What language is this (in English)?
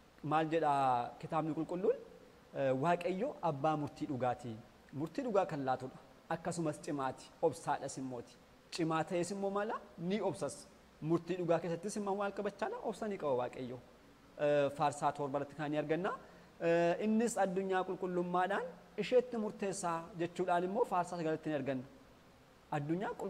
Oromo